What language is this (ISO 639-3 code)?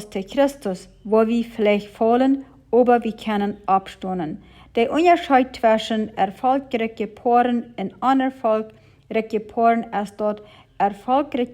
pdt